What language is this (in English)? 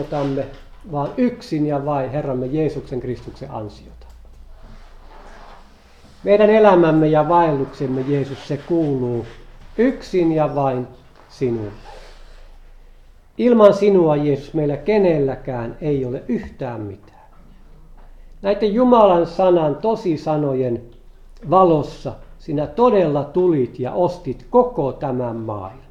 Finnish